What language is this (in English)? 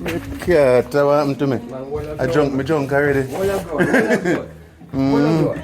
Jamaican Creole English